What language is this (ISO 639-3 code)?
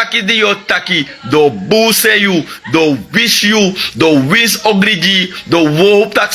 srn